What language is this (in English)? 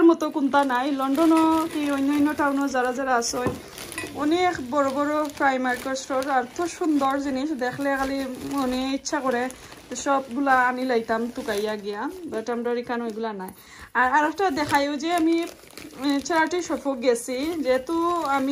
Sylheti